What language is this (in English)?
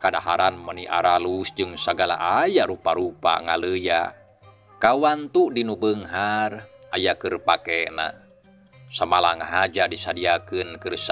Sundanese